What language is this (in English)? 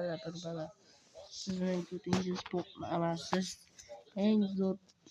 Uzbek